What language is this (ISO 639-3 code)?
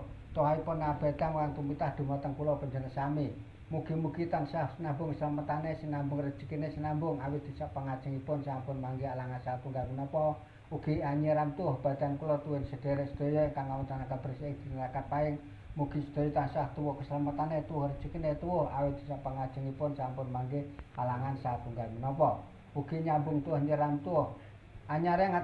jav